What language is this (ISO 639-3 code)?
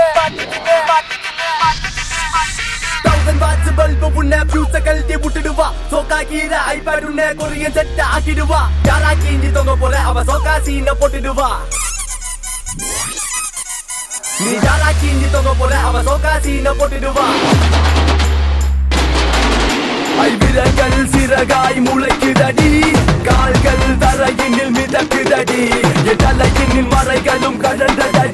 tam